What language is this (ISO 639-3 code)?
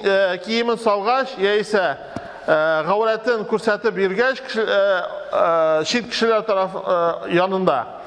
tat